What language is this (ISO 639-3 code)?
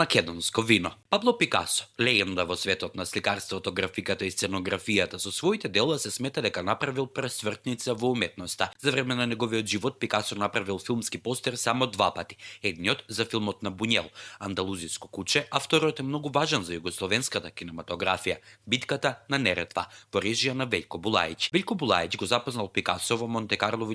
mkd